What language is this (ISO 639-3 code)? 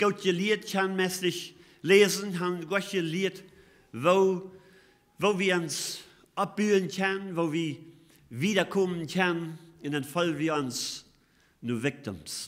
pdt